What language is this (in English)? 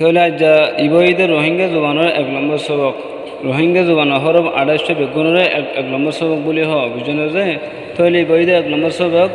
Rohingya